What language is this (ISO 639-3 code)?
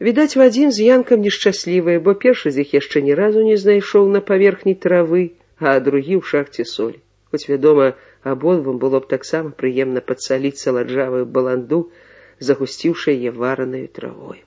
bel